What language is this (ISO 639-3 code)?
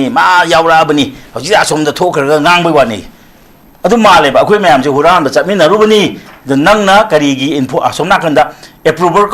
mni